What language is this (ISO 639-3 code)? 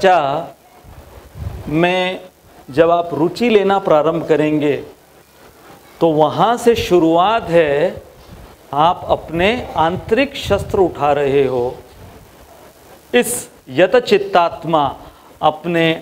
hin